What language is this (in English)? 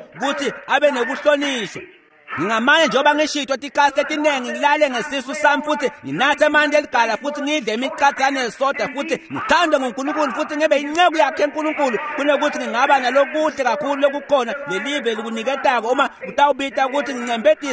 Swati